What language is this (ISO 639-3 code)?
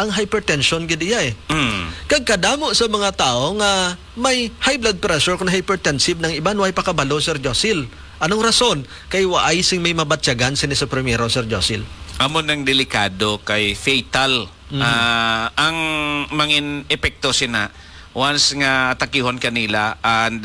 hil